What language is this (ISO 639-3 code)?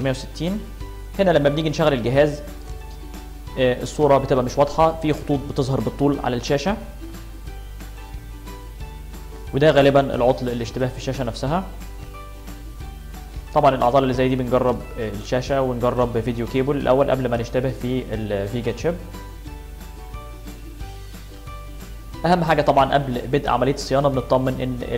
arz